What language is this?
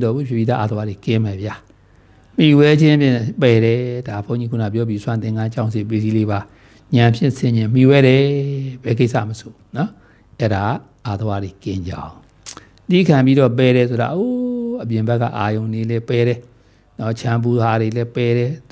Burmese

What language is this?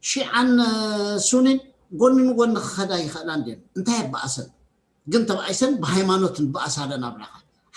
Tigrinya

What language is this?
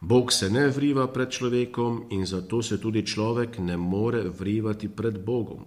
Slovenian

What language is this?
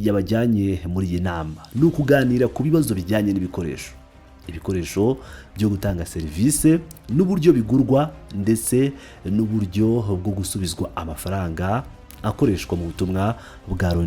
Kinyarwanda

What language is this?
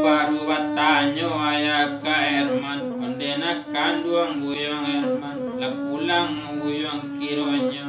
Minangkabau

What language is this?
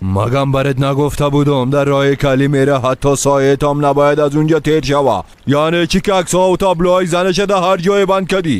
Tajik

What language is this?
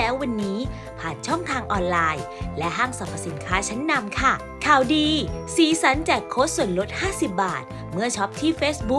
Thai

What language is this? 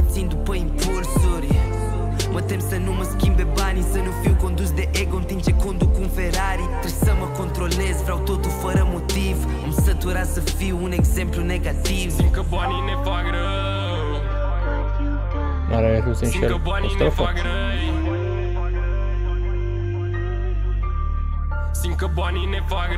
Romanian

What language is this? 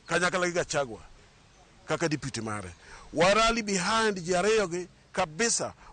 Luo (Kenya and Tanzania)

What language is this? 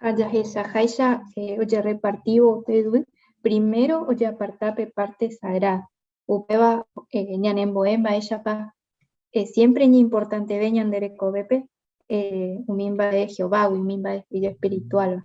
Guarani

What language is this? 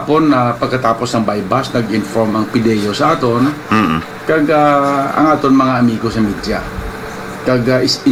Hiligaynon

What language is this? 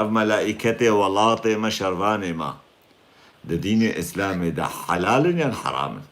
Kurdish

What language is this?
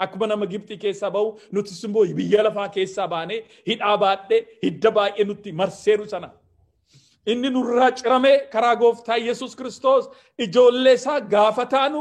Oromo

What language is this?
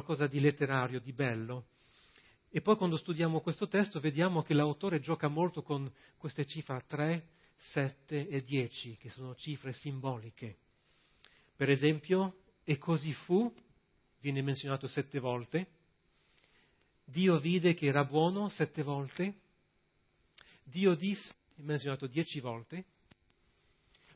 Italian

